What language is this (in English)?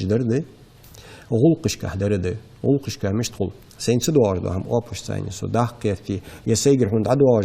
Ingush